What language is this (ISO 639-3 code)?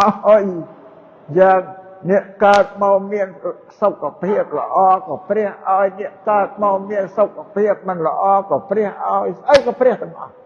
khm